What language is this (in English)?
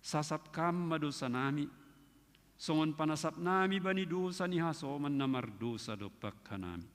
Batak Simalungun